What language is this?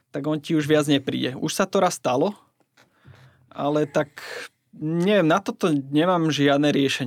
Slovak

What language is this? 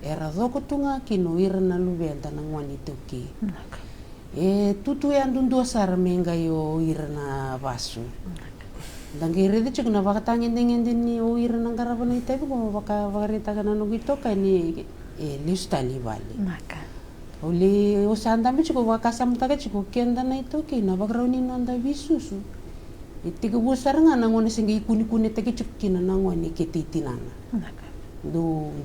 Fijian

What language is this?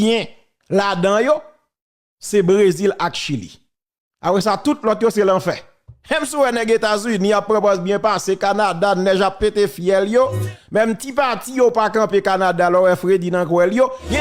Haitian Creole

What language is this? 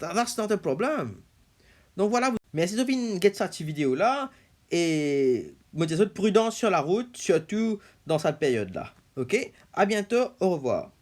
Morisyen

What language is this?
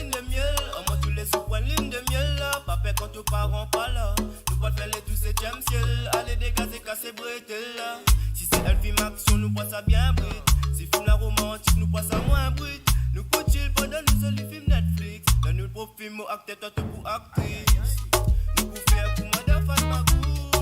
Morisyen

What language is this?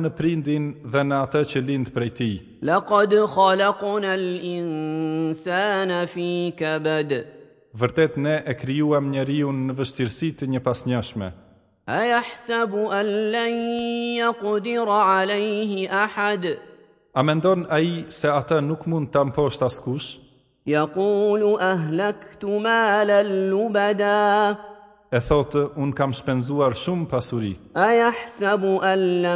Albanian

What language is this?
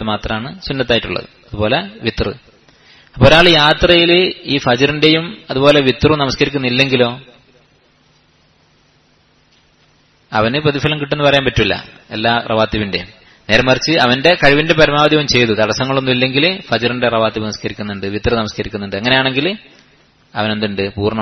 Malayalam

